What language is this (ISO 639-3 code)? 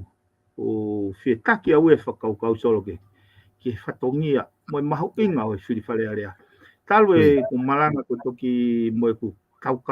ton